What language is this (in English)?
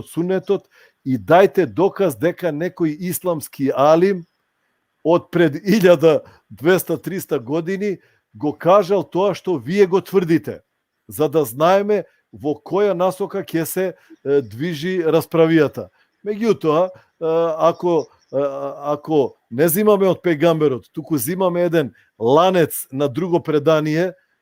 Balkan Romani